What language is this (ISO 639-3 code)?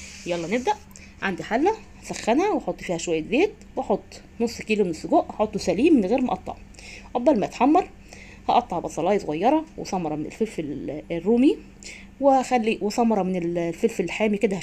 arz